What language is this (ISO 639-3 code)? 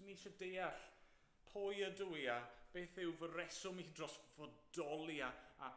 cym